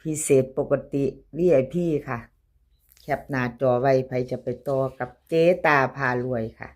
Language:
Northeastern Thai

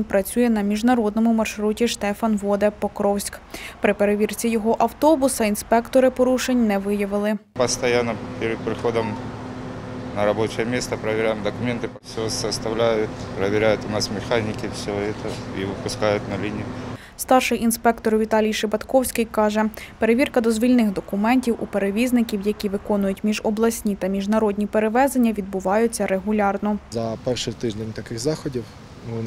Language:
Ukrainian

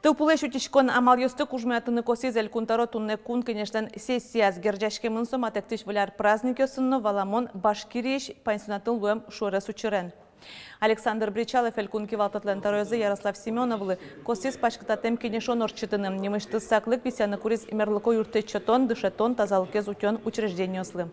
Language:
Udmurt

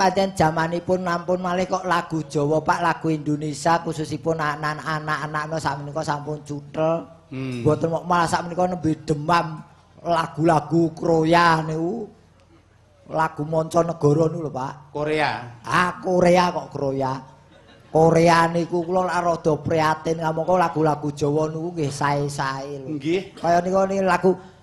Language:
Javanese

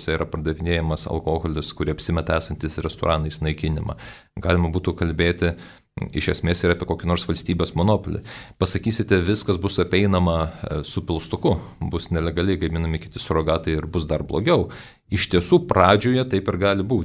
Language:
Lithuanian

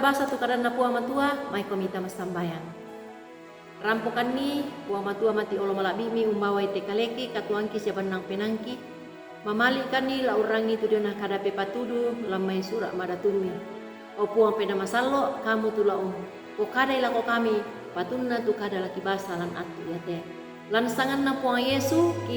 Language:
Toraja-Sa'dan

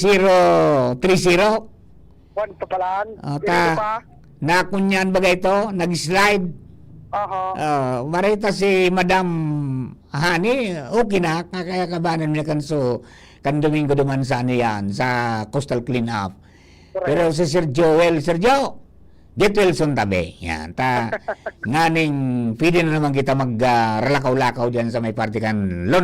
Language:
Bikol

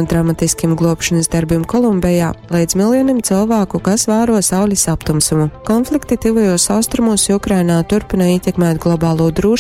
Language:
Latgalian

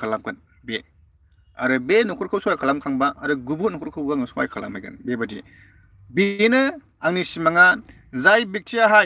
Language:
Bodo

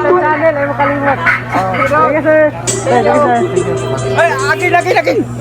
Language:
Cebuano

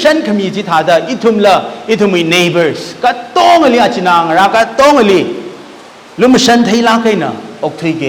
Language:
Tangkhul Naga (India)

